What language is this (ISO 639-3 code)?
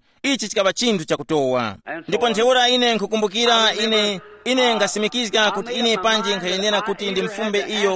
tum